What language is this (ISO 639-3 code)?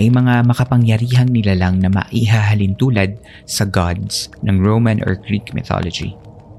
fil